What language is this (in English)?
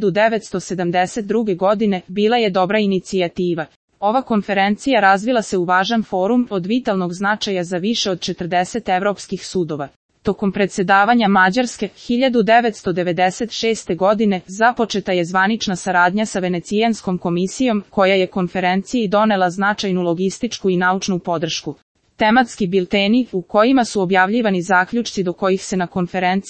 Serbian